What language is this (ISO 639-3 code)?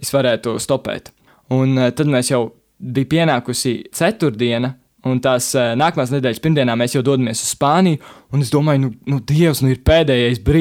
lav